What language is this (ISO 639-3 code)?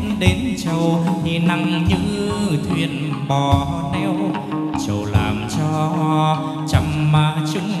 vie